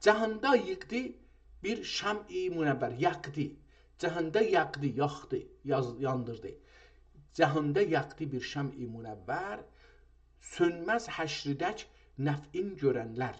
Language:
South Azerbaijani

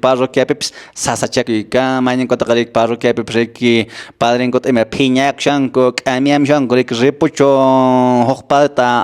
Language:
Quechua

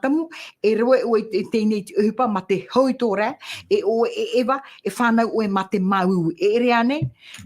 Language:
Tahitian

